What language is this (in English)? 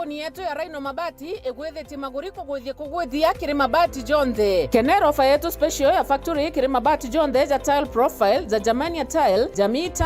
Meru